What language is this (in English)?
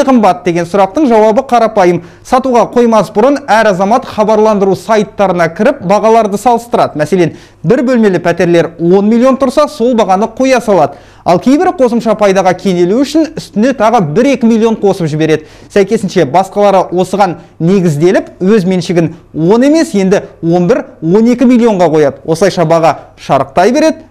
Kazakh